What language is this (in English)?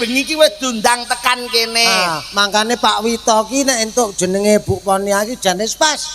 Javanese